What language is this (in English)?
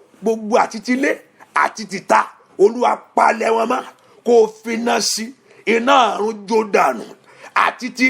Yoruba